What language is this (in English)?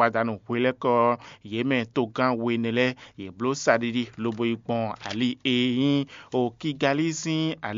Fon